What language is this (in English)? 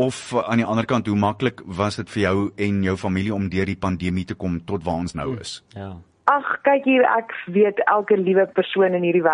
Afrikaans